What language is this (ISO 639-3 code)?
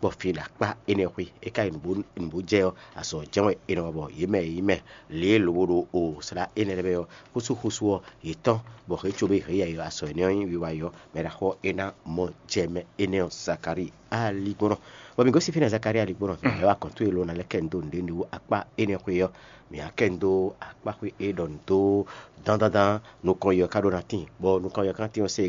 fon